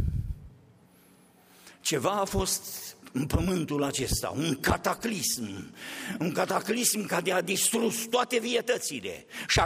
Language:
Romanian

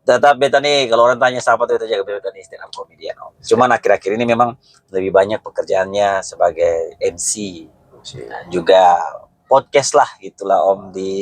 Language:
Ambonese Malay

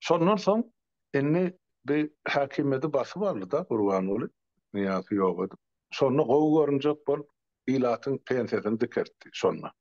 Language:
Turkmen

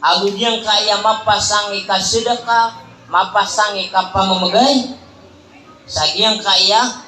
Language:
Maranao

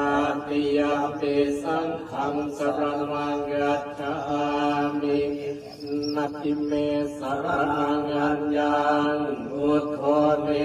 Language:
Pali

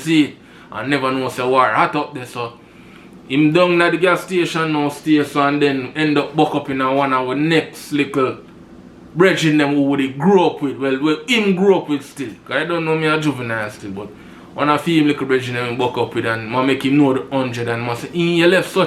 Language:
Jamaican Creole English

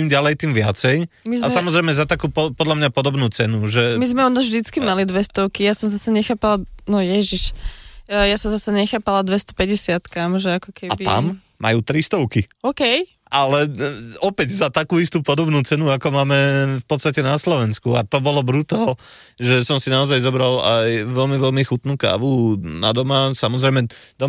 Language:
Slovak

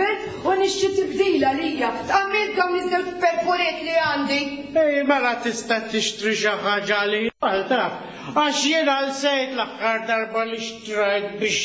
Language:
Maltese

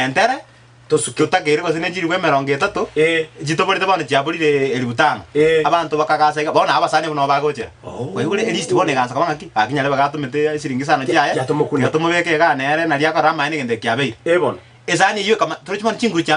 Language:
Gusii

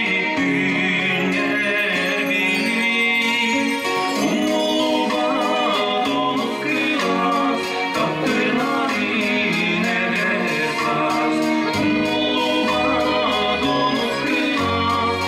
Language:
Yakut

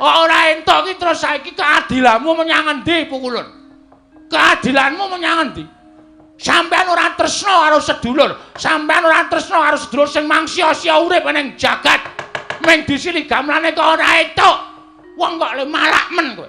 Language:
Javanese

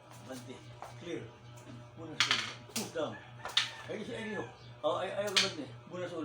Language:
Cebuano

